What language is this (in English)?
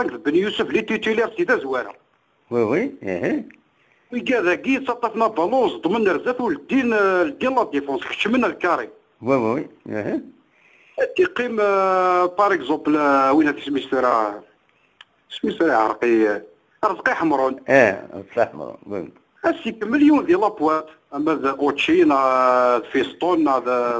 Kabyle